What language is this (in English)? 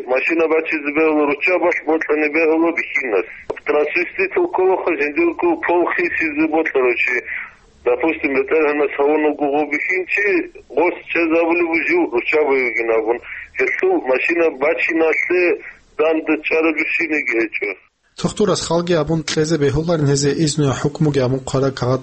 Avaric